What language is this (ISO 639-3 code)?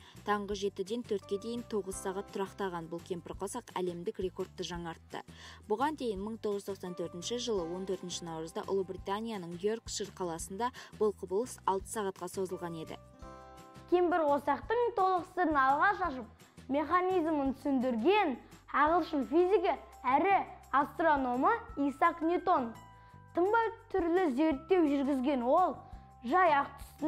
kaz